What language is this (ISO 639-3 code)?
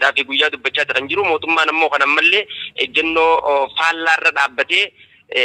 orm